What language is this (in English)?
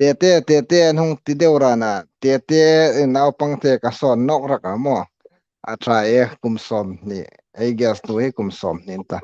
Hmar